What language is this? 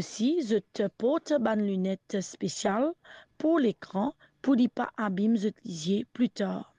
Morisyen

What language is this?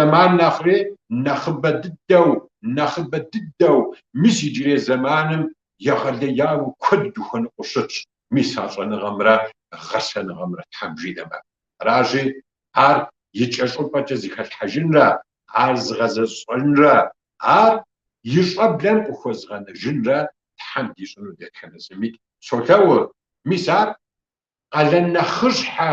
Kabardian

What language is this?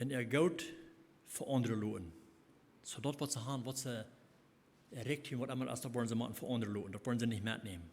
Plautdietsch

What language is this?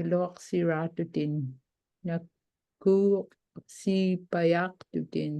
Inupiaq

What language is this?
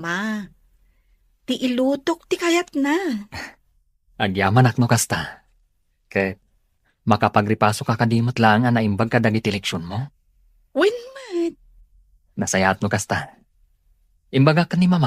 Iloko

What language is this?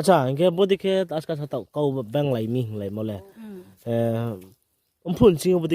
Riang (India)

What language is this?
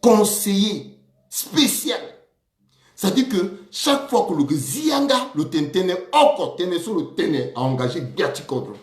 Sango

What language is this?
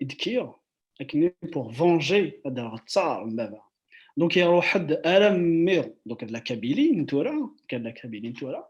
Kabyle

